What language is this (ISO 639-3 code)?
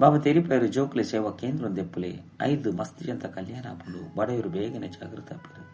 tcy